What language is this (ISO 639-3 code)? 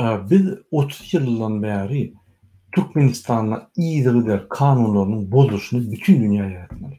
tuk